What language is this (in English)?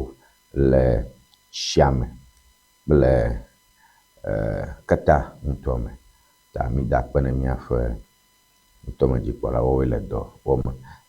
Ewe